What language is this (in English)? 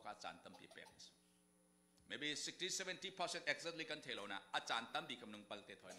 Falam Chin